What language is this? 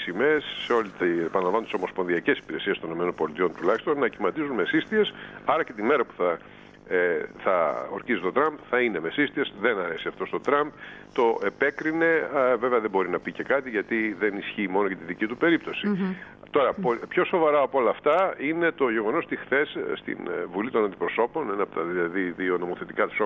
Greek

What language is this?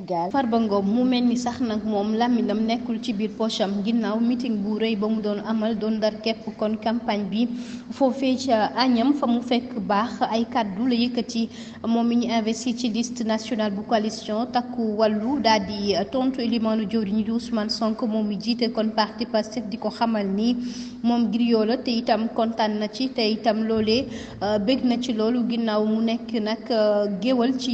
Wolof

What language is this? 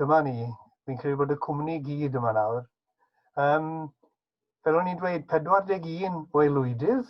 Welsh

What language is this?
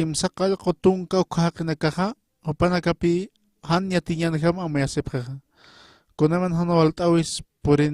Aymara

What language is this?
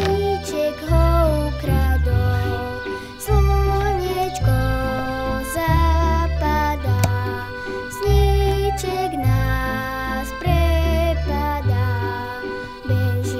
Slovak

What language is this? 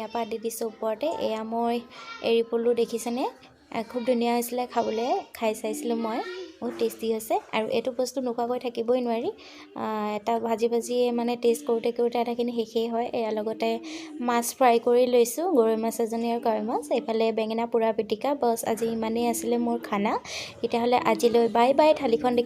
Assamese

